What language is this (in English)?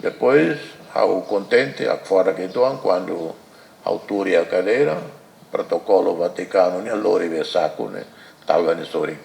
Tetum